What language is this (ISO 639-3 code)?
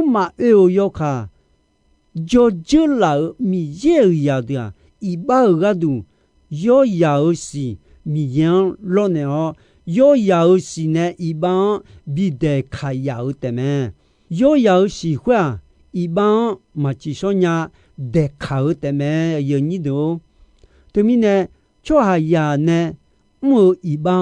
ahk